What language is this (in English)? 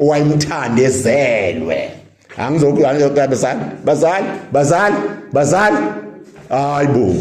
Zulu